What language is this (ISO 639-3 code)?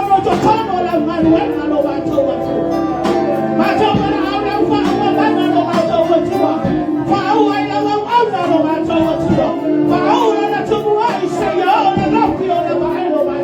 smo